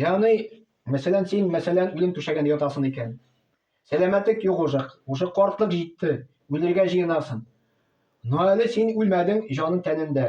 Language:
Tatar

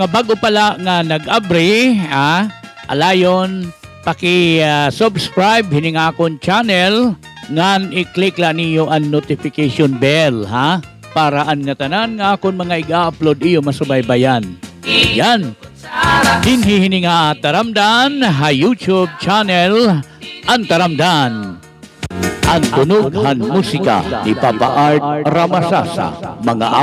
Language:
Waray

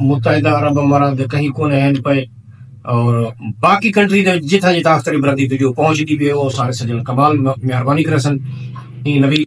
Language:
Saraiki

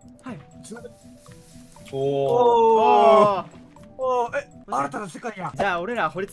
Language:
Japanese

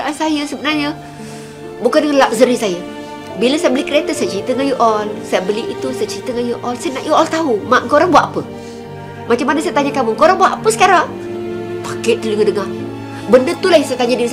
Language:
Malay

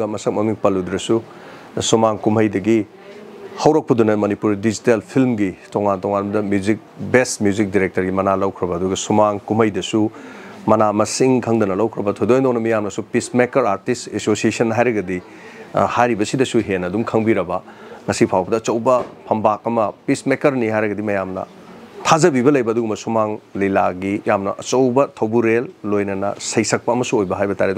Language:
Manipuri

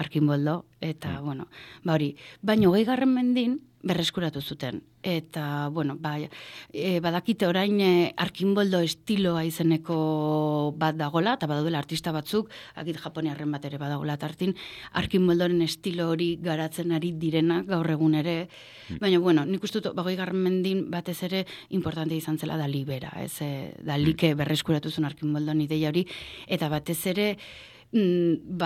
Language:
Basque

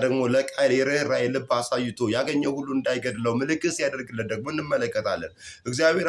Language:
Amharic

